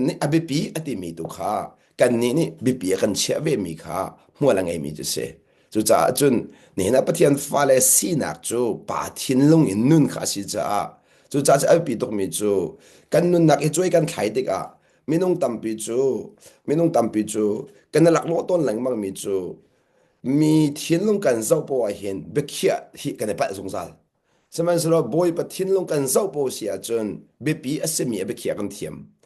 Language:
Hakha Chin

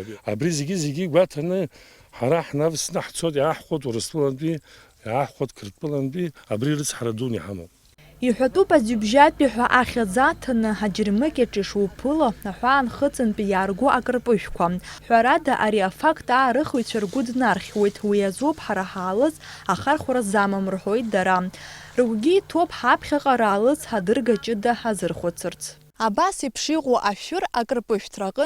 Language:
Abkhazian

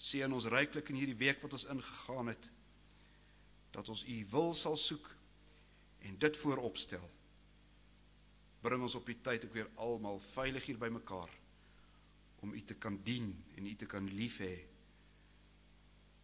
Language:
Afrikaans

